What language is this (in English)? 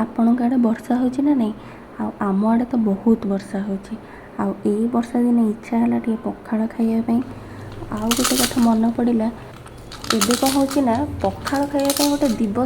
Odia